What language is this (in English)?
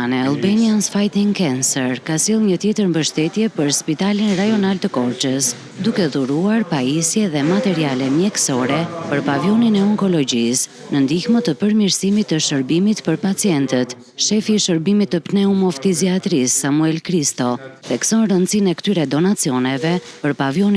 Albanian